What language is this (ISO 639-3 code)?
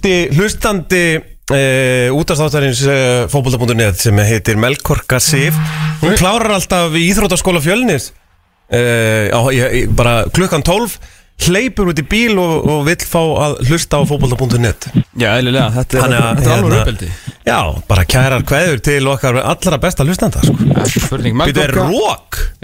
isl